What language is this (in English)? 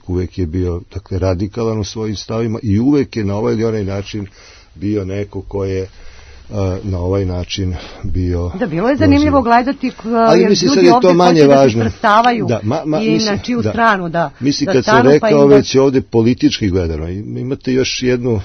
Serbian